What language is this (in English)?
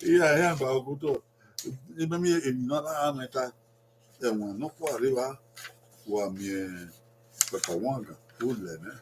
Bini